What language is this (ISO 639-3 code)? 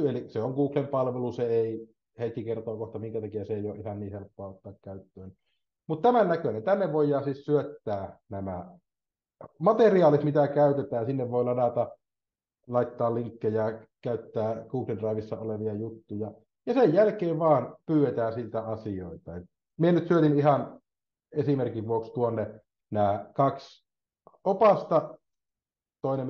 fin